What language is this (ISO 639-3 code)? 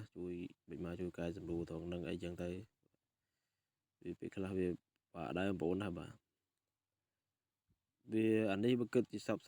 khm